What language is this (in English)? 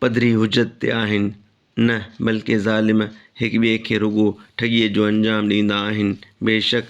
Sindhi